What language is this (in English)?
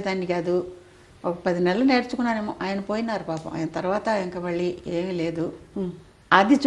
Telugu